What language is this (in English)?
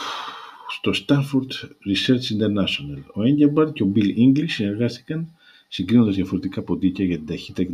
Greek